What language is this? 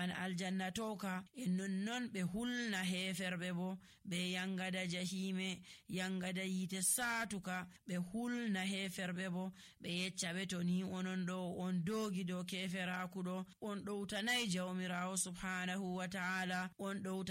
Nigerian Fulfulde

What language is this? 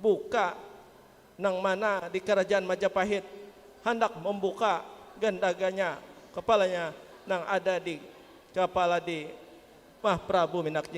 Banjar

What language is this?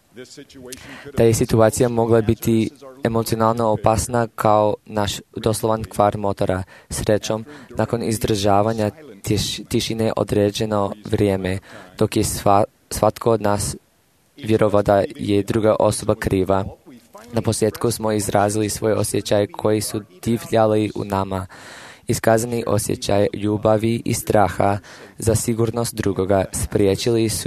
Croatian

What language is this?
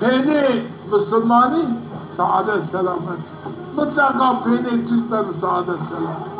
Zaza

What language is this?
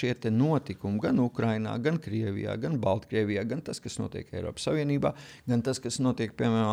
Latvian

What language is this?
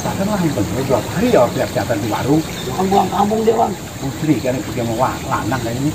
Betawi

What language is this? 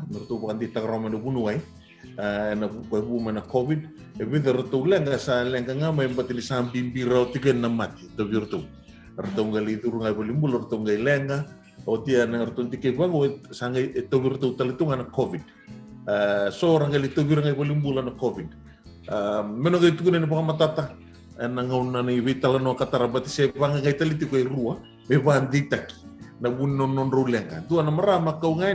Fijian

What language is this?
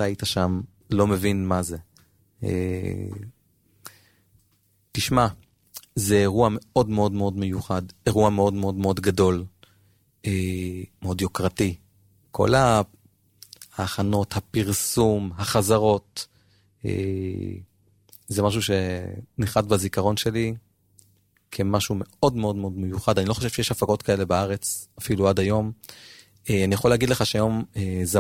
Hebrew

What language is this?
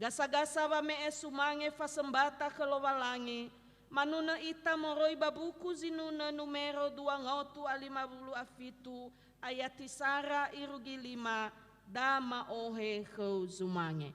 Nias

